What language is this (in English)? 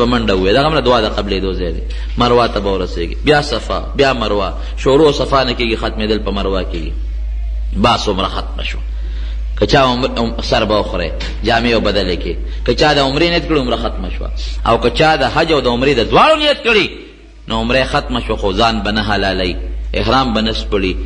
Pashto